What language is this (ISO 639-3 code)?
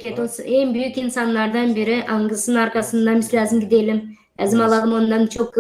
gag